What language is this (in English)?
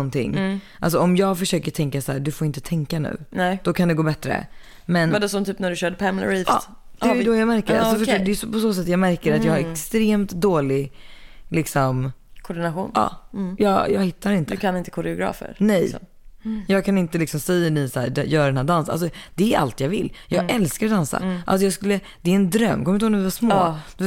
Swedish